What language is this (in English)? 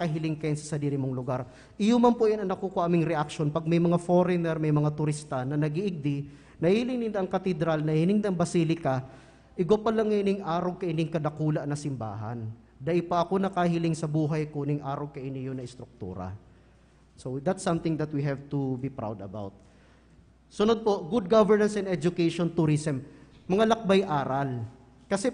Bikol